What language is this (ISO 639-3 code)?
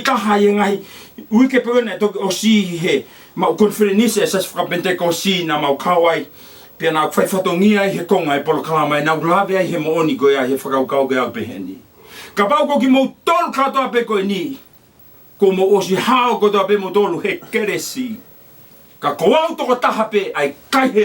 ton